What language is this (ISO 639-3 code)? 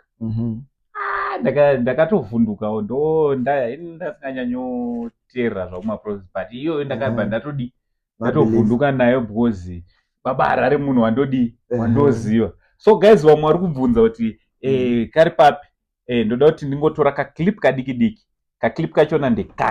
sna